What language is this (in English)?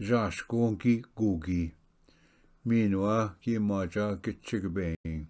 Ojibwa